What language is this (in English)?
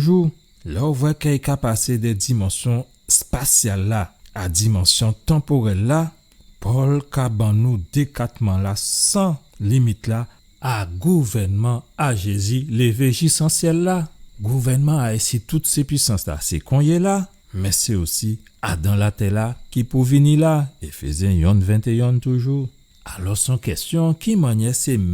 Guadeloupean Creole French